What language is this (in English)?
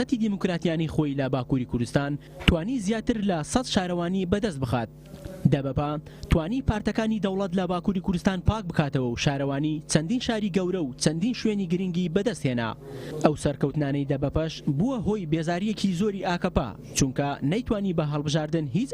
Central Kurdish